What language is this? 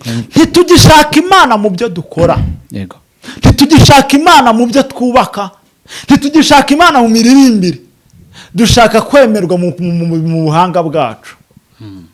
Kinyarwanda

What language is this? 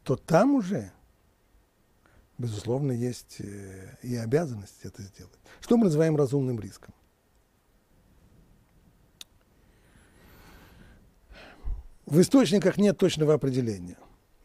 Russian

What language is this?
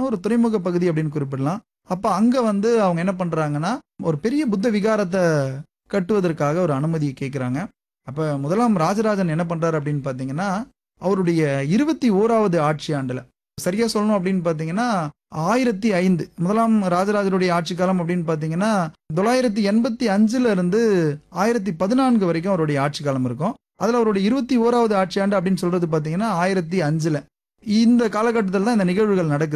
Tamil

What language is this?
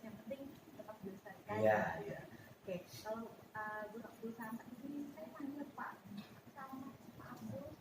Banjar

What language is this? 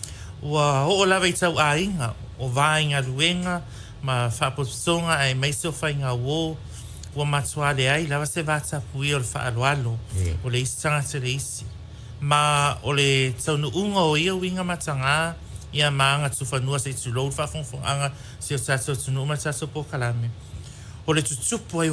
Samoan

